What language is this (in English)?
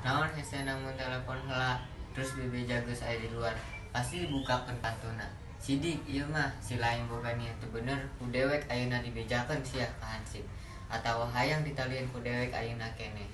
Sundanese